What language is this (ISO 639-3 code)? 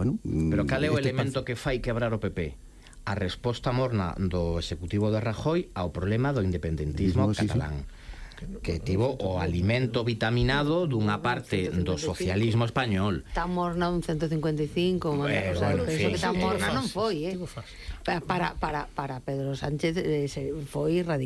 glg